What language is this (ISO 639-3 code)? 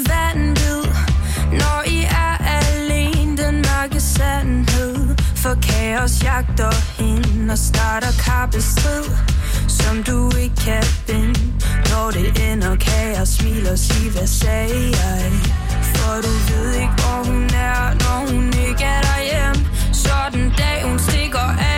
dan